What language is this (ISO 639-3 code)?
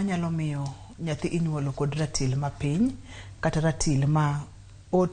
luo